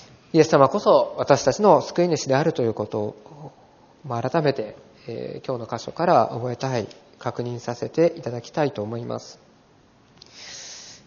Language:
Japanese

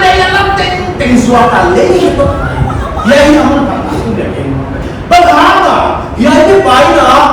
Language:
Paite Chin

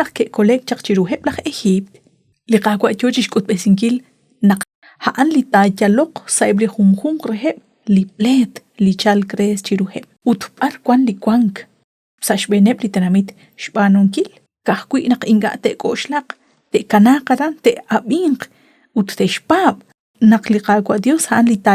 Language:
Kekchí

